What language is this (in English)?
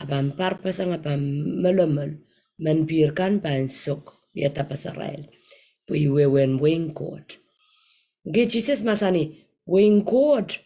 Pohnpeian